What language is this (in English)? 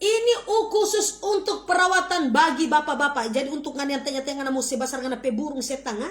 Manado Malay